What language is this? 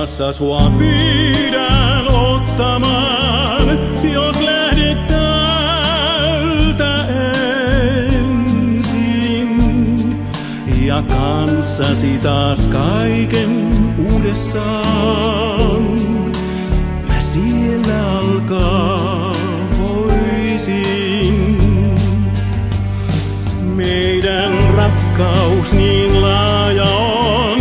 Finnish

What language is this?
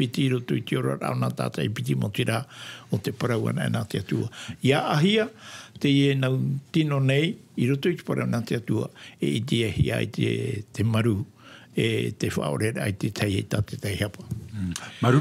Tahitian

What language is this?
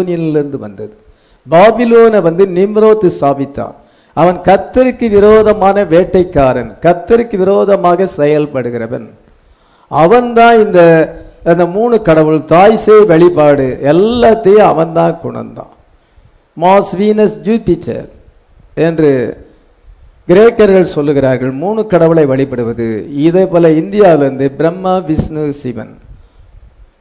Tamil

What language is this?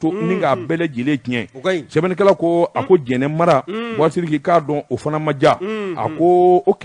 Bambara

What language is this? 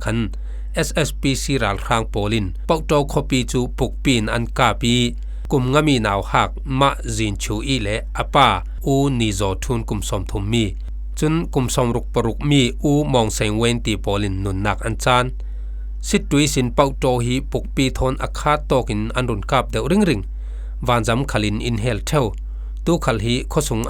Falam Chin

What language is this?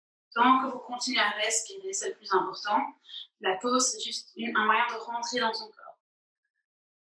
French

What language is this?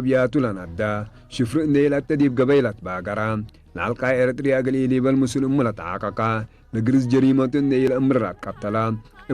Tigre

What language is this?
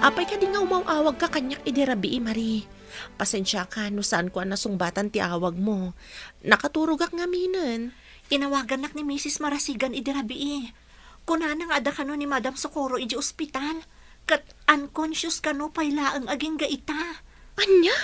Iloko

